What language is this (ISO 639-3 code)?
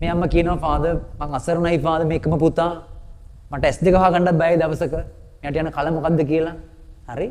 sin